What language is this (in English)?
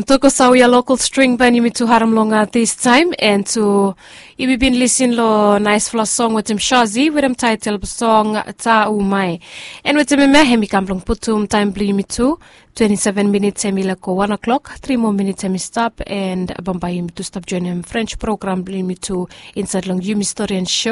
Bislama